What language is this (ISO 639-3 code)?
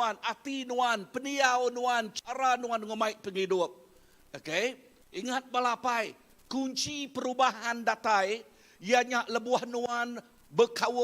iba